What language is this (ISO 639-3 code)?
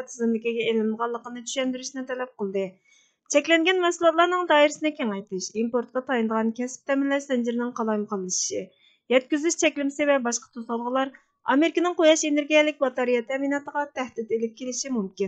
uig